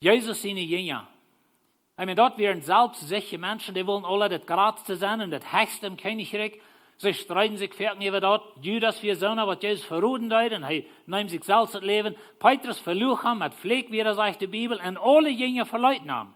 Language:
Plautdietsch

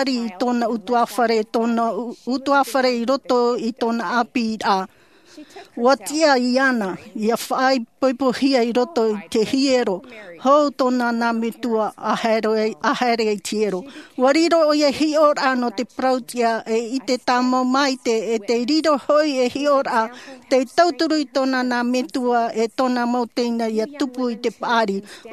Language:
Tahitian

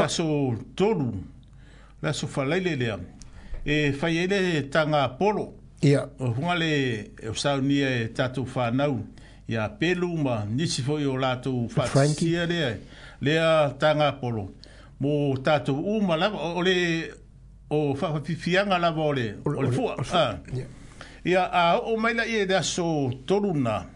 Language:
Samoan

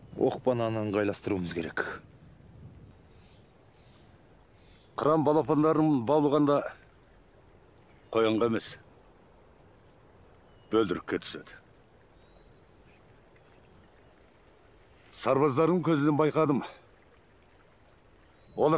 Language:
Kazakh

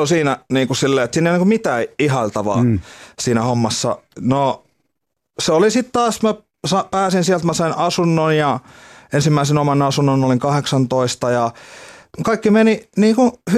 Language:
Finnish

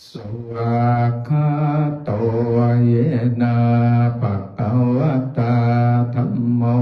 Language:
Pali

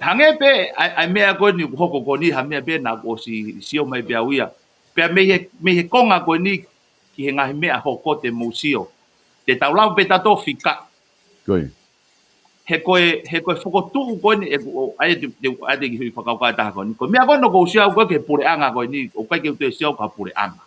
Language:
Tongan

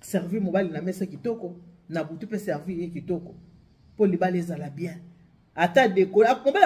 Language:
Lingala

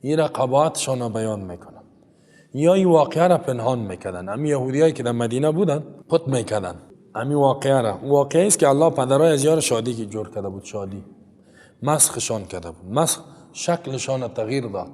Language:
Persian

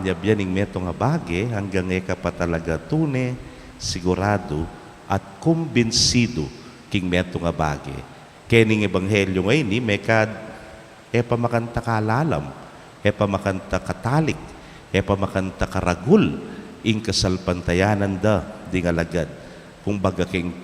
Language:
Pampanga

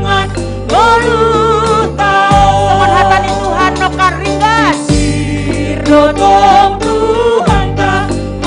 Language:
Batak Simalungun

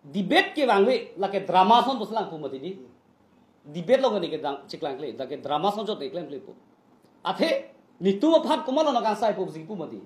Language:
Karbi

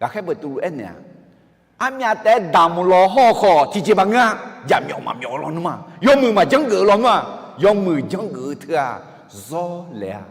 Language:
Akha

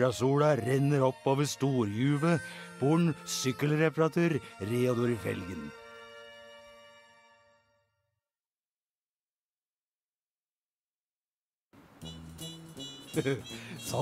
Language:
Norwegian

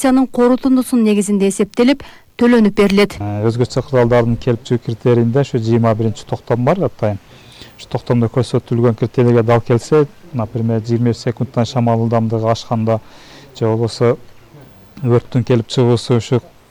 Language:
Kyrgyz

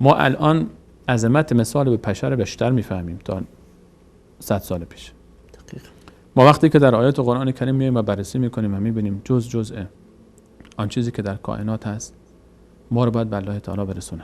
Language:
Persian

